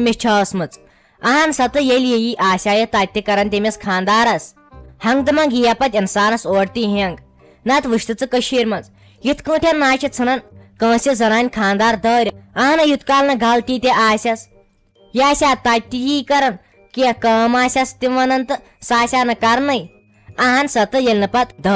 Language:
Kashmiri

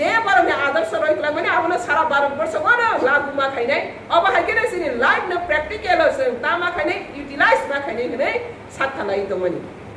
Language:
Kok Borok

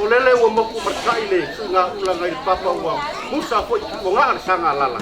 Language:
Samoan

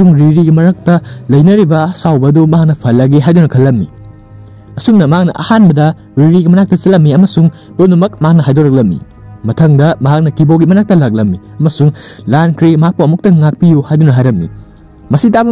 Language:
Manipuri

